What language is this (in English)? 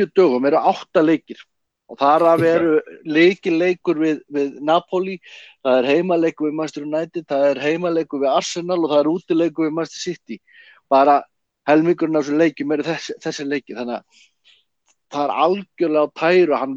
Icelandic